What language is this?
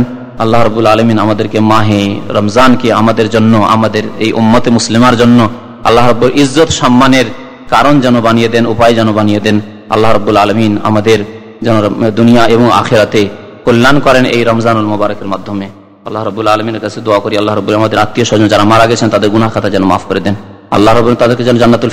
Bangla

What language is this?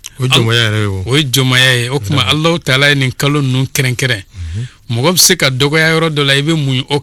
Bambara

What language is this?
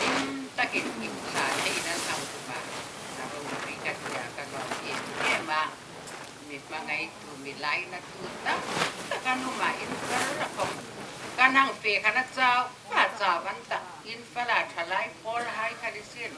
Hmar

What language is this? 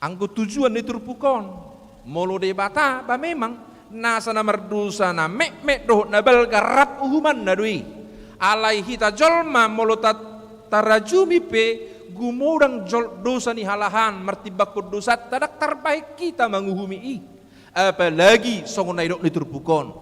Batak Toba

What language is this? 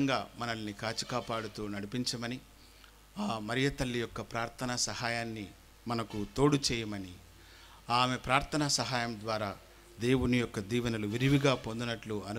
Telugu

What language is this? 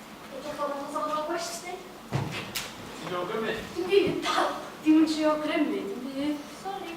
Welsh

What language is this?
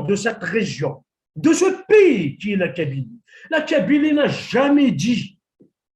Kabyle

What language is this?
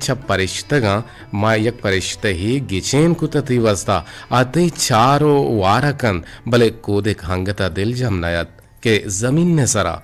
Eastern Balochi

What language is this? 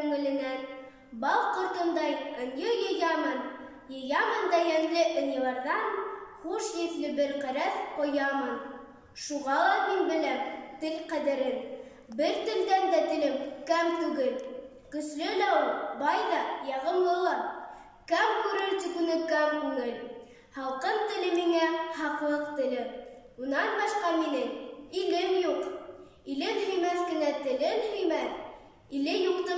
Bashkir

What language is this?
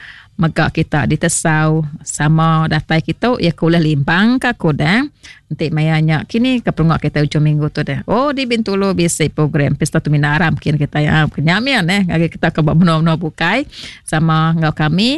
Iban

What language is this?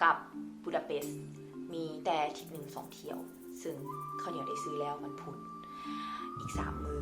Lao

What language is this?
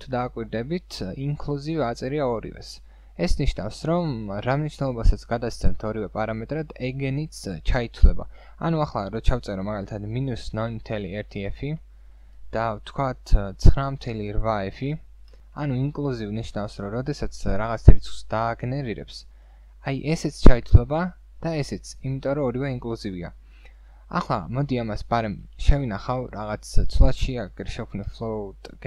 Georgian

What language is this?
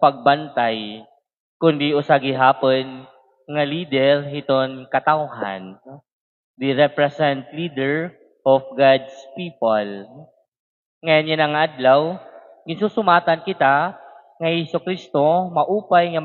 Waray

